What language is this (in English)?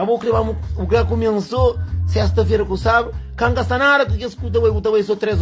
Kabuverdianu